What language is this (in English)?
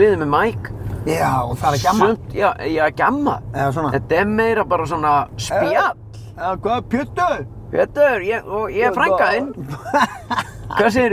Icelandic